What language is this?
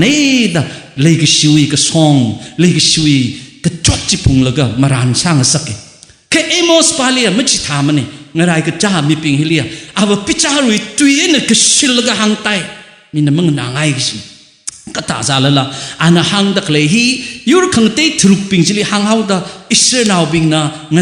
Tangkhul Naga (India)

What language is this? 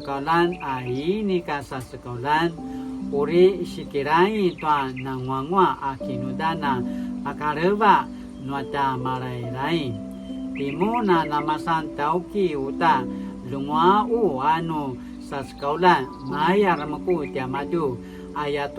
Paiwan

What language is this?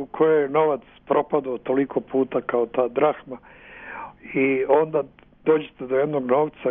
Serbian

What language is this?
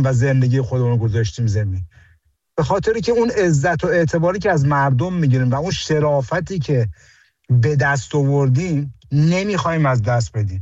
Persian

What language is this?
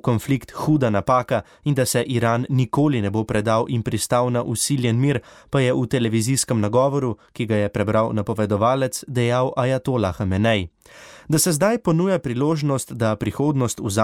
Slovenian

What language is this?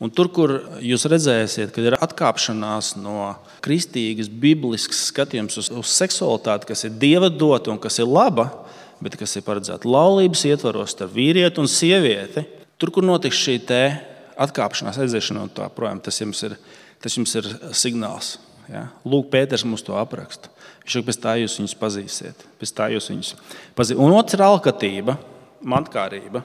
Latvian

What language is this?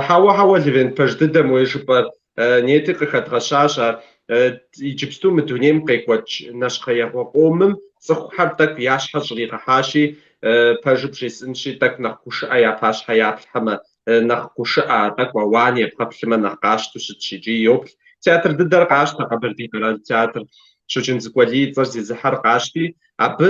Kabardian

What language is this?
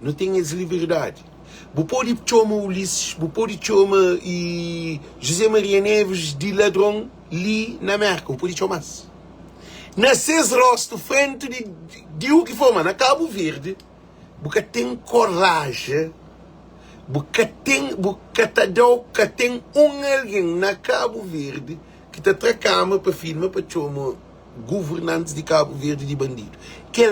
Kabuverdianu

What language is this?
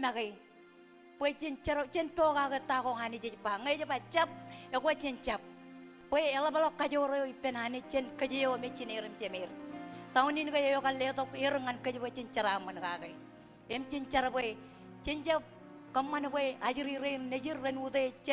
Marshallese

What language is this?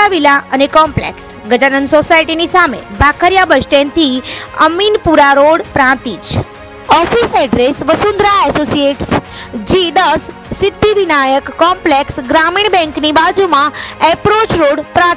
Gujarati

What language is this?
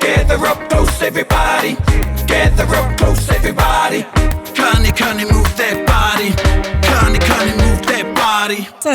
Māori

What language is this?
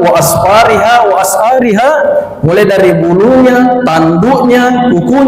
Buginese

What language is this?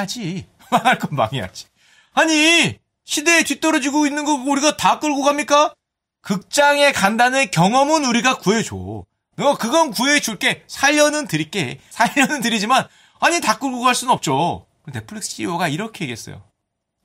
Korean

